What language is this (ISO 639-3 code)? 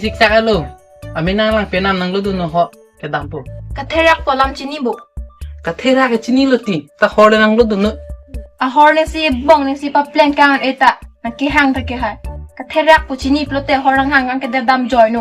mjw